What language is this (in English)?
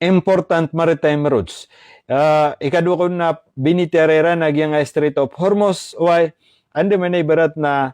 Maranao